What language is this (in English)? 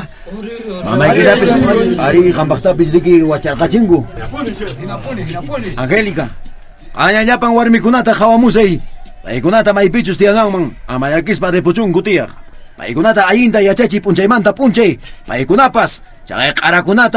Quechua